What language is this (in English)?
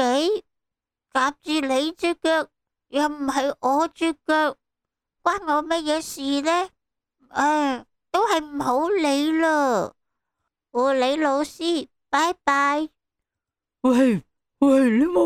Cantonese